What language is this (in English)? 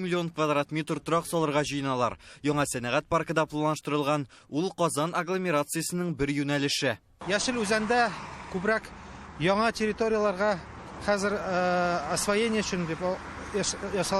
Tatar